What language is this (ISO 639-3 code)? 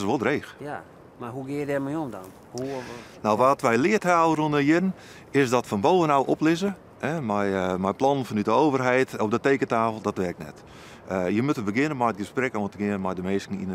fry